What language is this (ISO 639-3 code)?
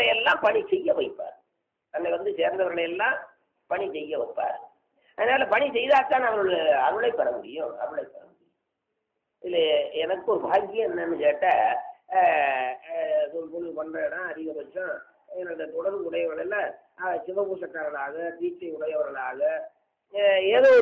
tam